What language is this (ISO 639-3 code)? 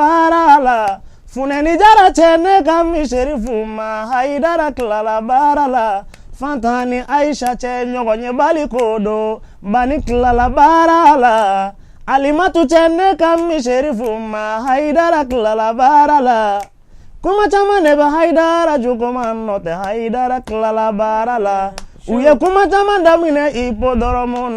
bam